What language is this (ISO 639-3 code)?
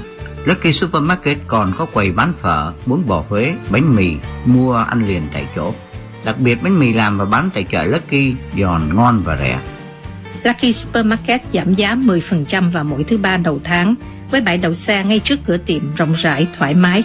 vie